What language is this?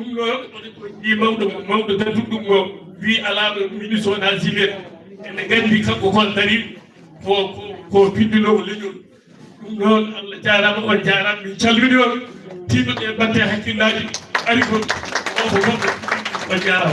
Fula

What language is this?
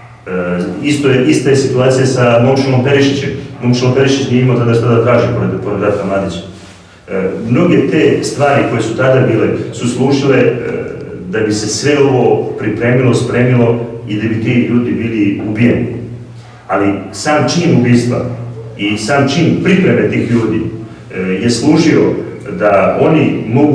Serbian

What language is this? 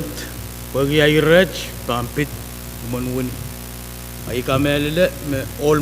Pohnpeian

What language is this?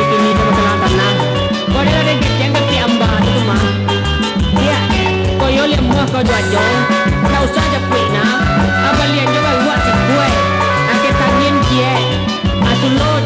Minangkabau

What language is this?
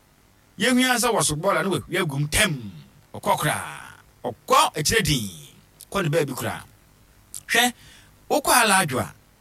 Akan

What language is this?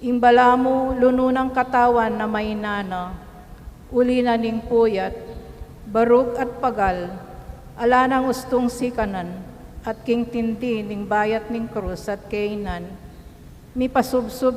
Pampanga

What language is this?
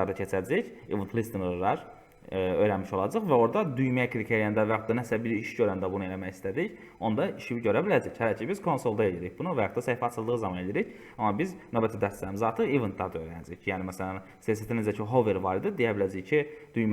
Azerbaijani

